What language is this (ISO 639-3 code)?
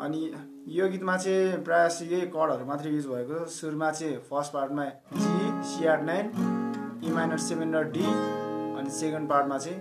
nep